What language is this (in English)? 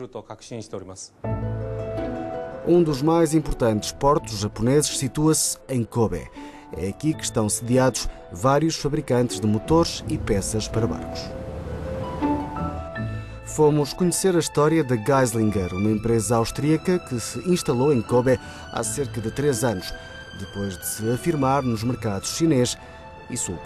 Portuguese